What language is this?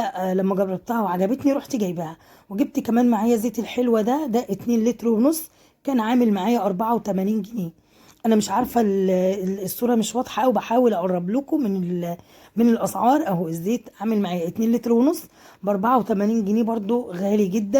Egyptian Arabic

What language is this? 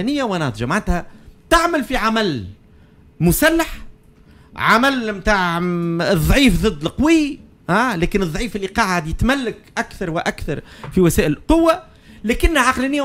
Tunisian Arabic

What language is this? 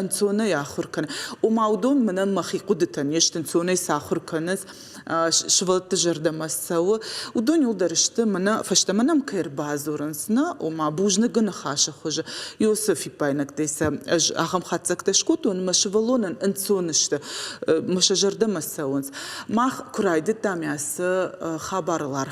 Ossetic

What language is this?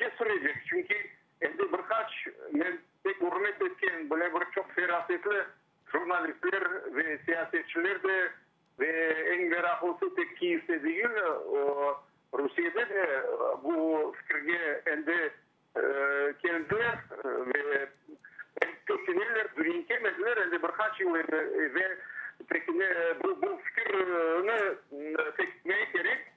Crimean Tatar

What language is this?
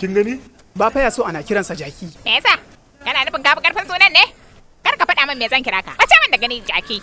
Hausa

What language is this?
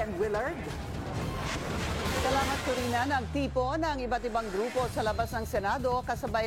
Filipino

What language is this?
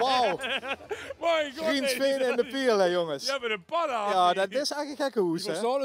Limburgish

